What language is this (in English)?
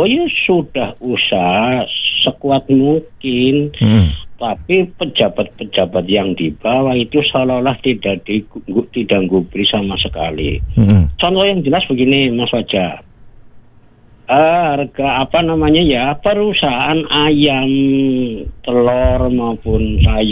Indonesian